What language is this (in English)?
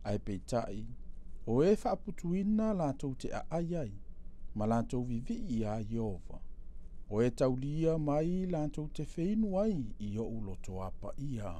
Samoan